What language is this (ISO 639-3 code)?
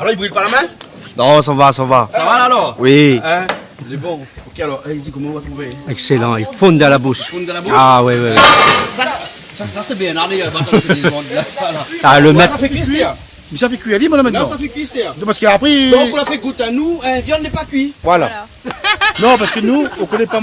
rcf